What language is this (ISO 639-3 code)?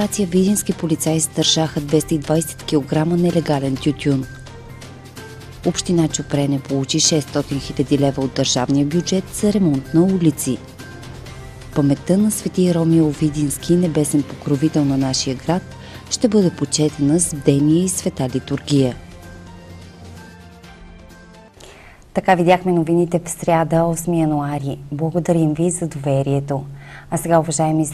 bul